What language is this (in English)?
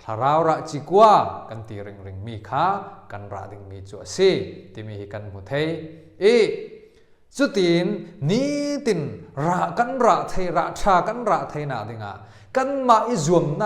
Falam Chin